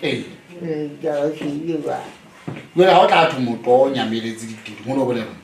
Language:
Southern Sotho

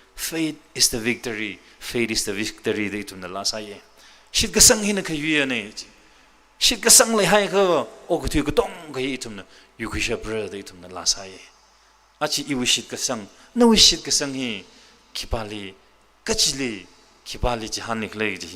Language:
Tangkhul Naga (India)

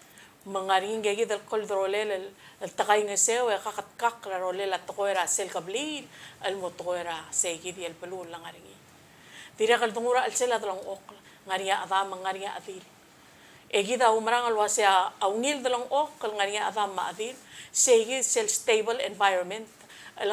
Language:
Palauan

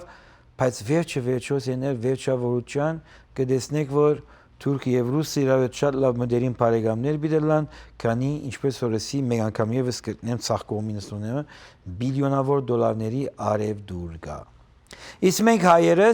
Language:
Western Armenian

